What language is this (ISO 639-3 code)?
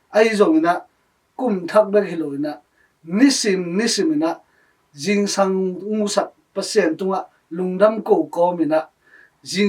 ctd